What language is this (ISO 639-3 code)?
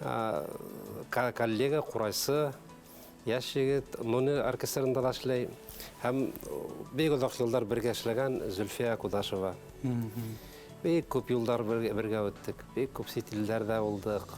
bak